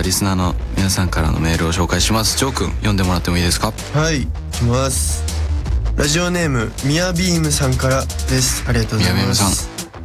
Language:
Japanese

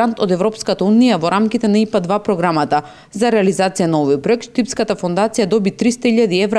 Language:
Macedonian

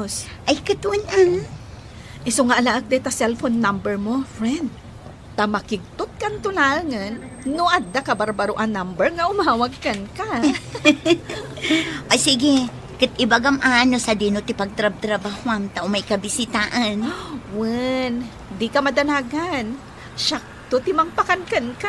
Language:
Iloko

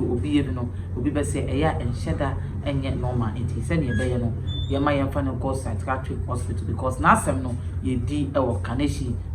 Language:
Akan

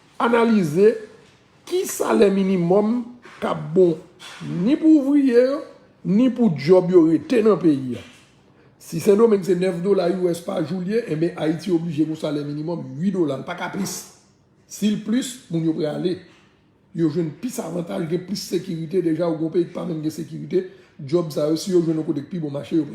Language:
Haitian Creole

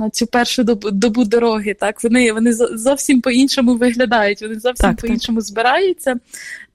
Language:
Ukrainian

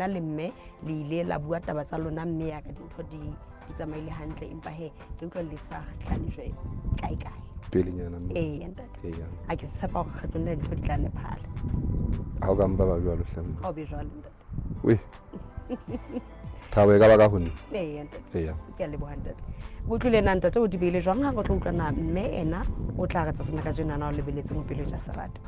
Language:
Southern Sotho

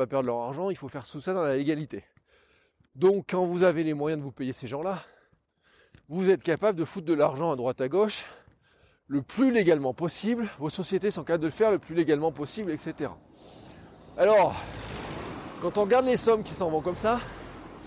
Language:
French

